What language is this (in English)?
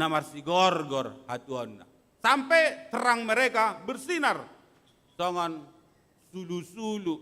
Batak Toba